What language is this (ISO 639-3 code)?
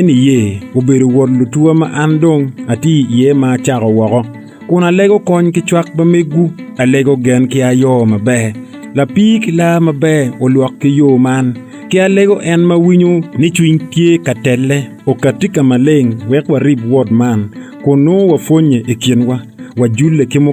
ach